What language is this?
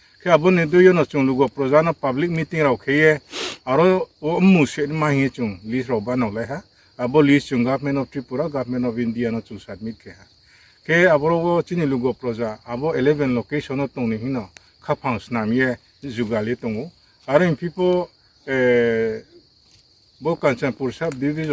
Riang (India)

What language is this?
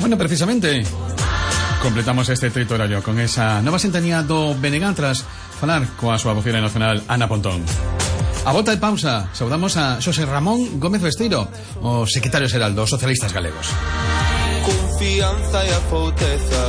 Galician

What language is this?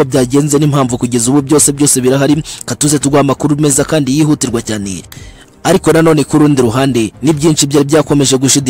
Kinyarwanda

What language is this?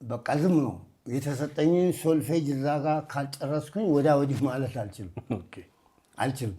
Amharic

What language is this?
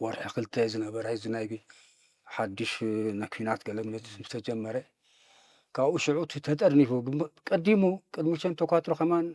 Tigrinya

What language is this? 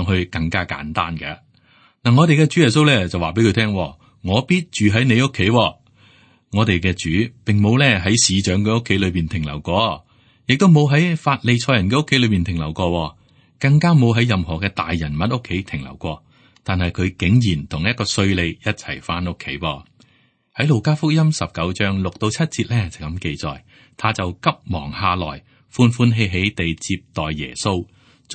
Cantonese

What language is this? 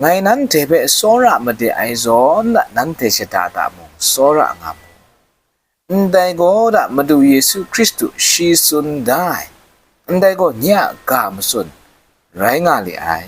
Kachin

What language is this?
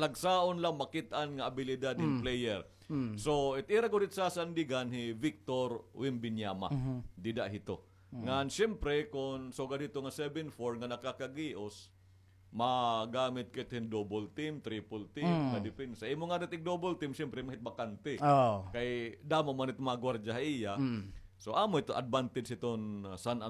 Waray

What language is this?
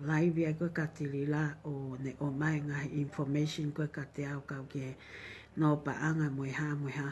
Tongan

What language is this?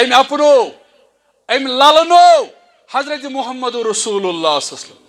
Kashmiri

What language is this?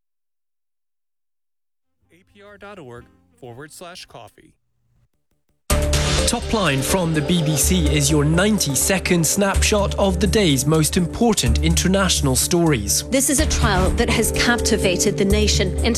English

